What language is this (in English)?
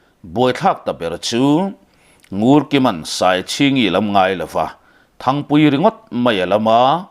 Mizo